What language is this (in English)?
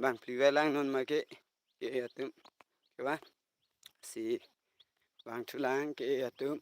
Karbi